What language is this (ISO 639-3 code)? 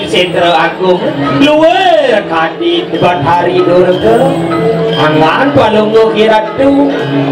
ban